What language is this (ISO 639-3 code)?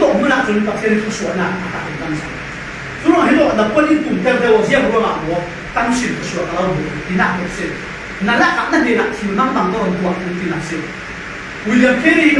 cfm